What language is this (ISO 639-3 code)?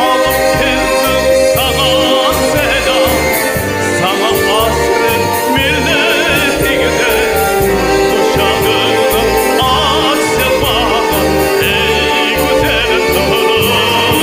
crh